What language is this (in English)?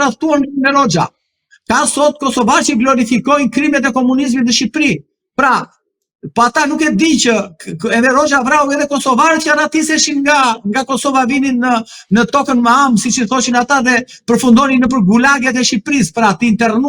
Albanian